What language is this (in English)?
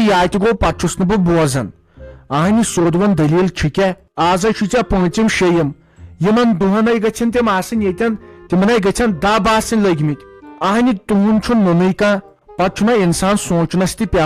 Kashmiri